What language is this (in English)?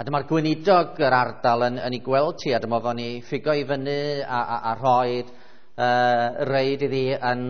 Welsh